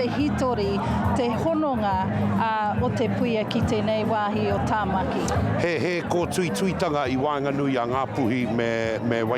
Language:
Māori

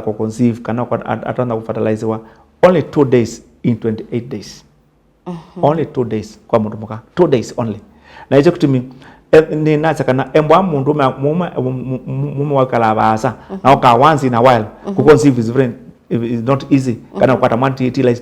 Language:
Kamba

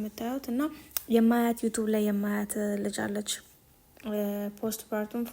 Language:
Amharic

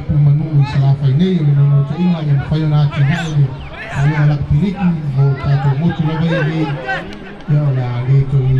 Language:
Samoan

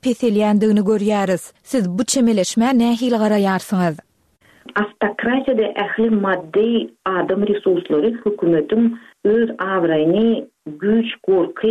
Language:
Turkmen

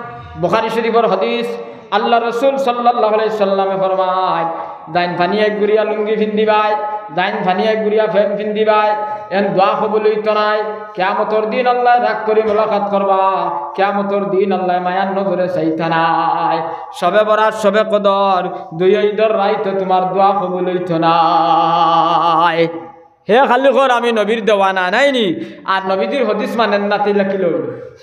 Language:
Sylheti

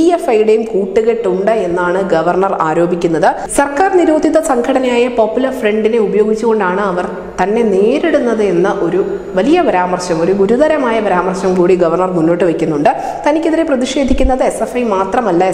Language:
Malayalam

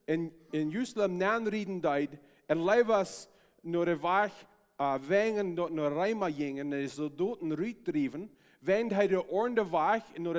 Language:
Plautdietsch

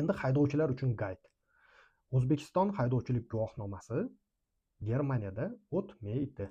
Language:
Uzbek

